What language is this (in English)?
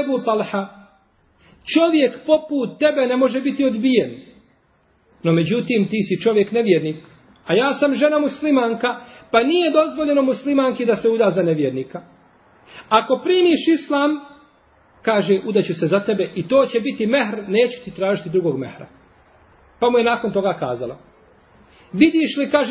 Bosnian